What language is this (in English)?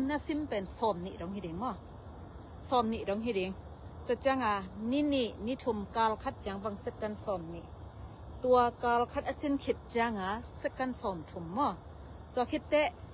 Tedim Chin